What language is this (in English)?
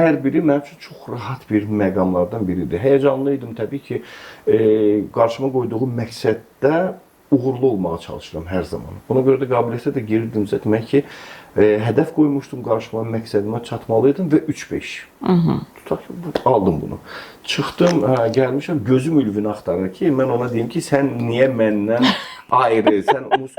Azerbaijani